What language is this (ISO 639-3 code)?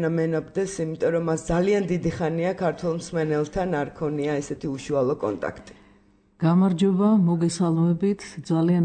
kat